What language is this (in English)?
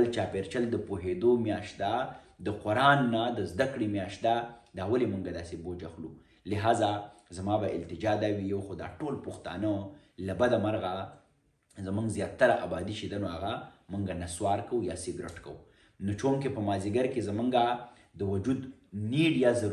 Pashto